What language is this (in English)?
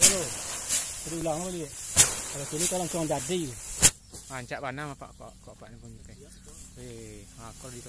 Minangkabau